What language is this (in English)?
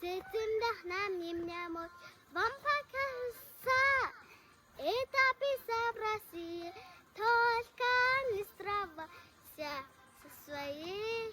Mongolian